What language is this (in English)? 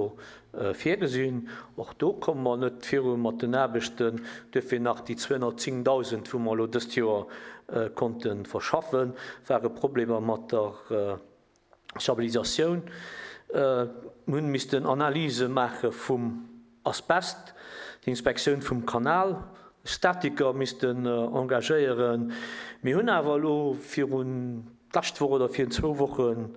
Luxembourgish